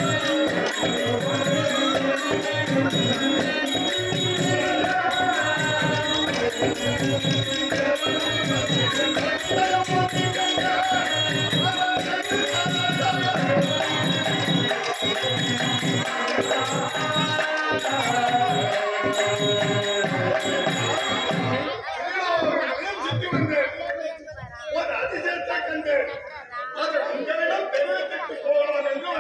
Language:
Tamil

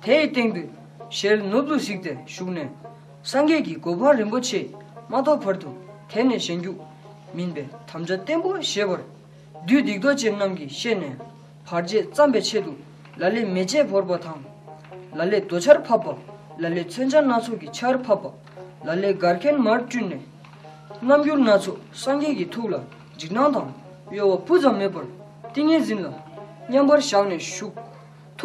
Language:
Tibetan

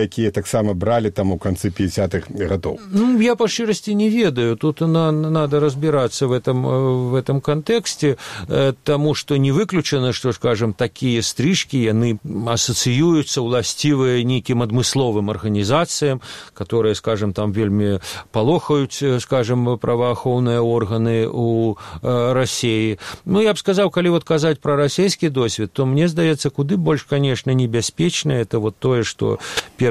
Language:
Belarusian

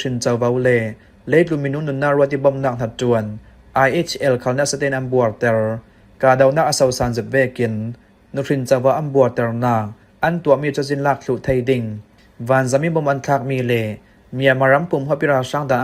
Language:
Falam Chin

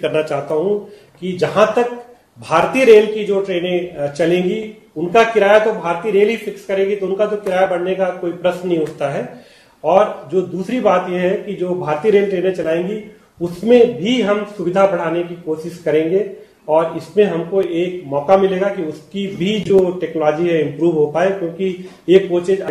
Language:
Hindi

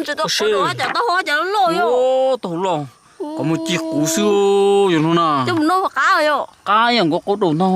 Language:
Hmong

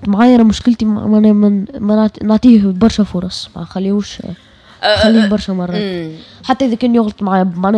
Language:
Tunisian Arabic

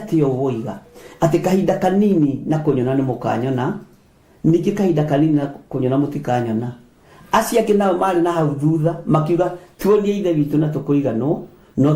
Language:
Kikuyu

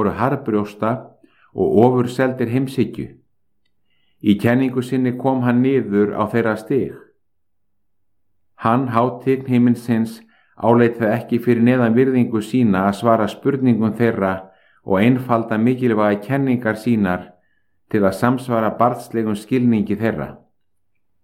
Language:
Icelandic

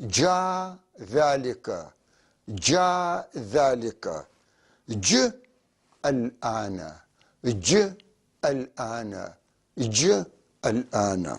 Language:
North Levantine Arabic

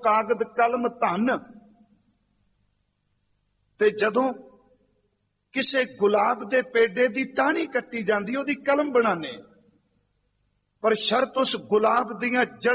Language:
Punjabi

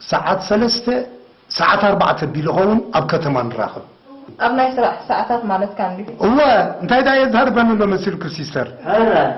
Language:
Tigrinya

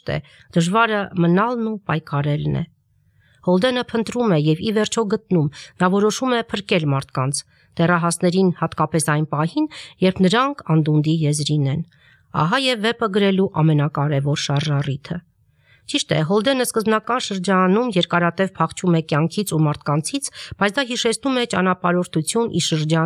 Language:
Armenian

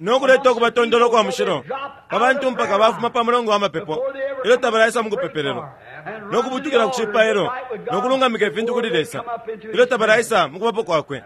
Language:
Bemba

